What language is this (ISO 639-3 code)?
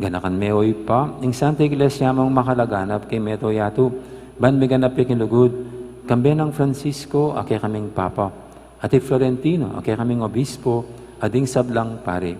pam